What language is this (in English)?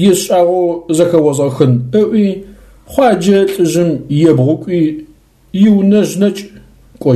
Adyghe